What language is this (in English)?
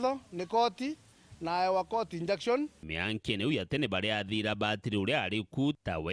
Meru